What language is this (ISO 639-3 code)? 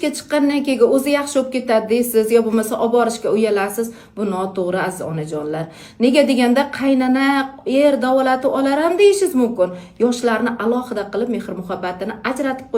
uzb